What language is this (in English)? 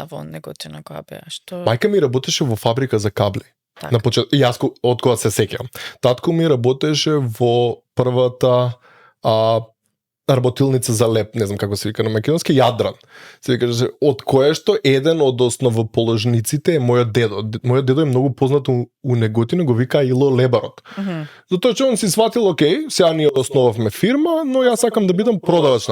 Macedonian